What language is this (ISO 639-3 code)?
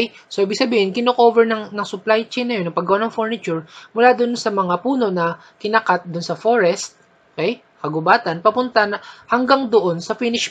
fil